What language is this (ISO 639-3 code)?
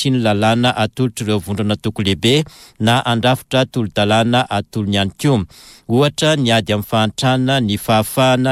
mlg